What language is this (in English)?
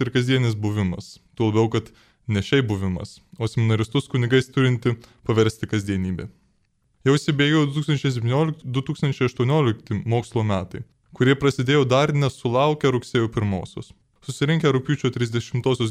Lithuanian